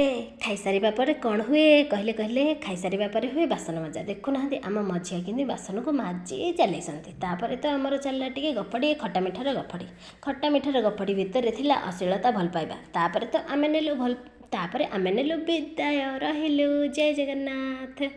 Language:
Odia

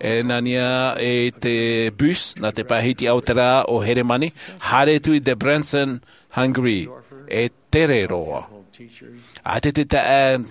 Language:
Tahitian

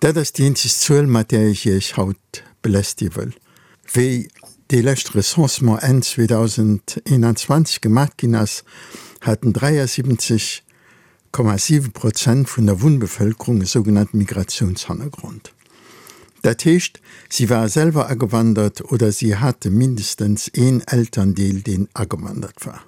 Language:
Luxembourgish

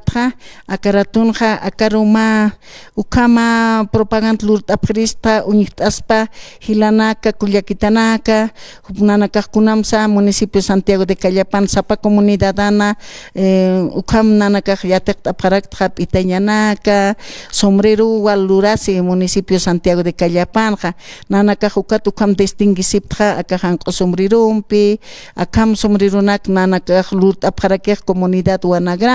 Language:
Aymara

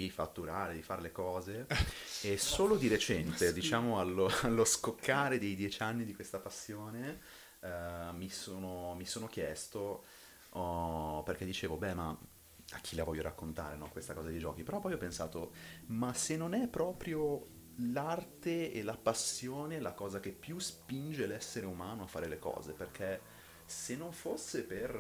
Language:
Italian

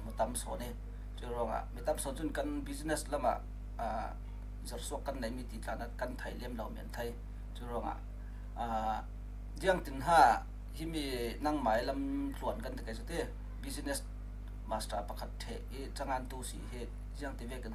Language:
Falam Chin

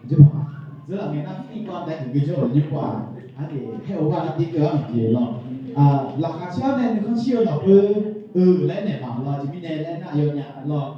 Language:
Akha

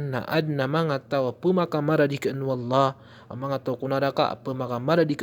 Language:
Maranao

